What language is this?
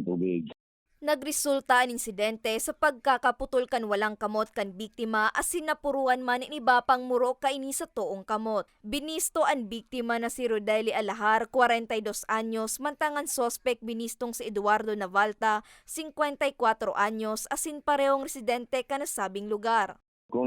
Bikol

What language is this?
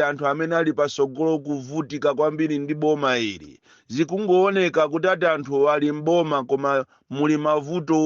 Nyanja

